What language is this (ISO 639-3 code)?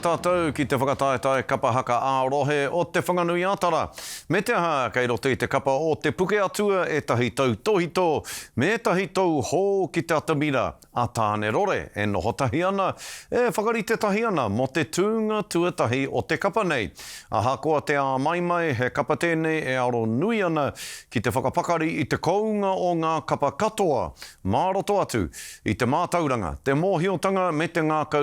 mri